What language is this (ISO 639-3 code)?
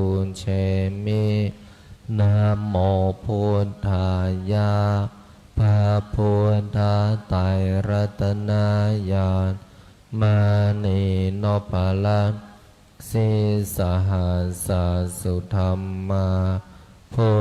pli